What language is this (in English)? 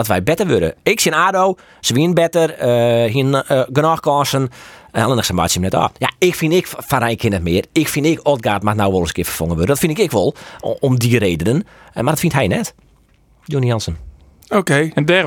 Western Frisian